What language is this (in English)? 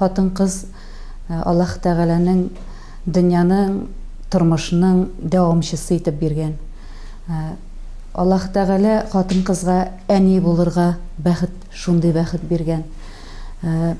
Tatar